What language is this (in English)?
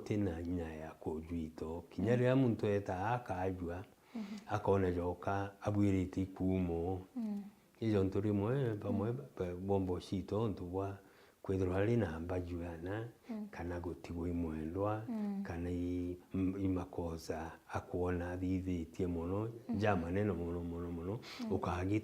Meru